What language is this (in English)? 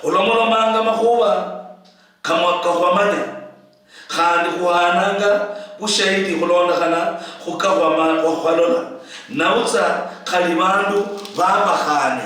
Luyia